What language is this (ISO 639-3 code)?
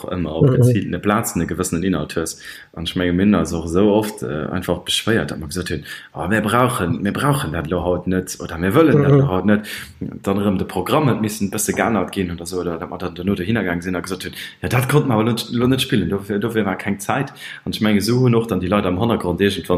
ltz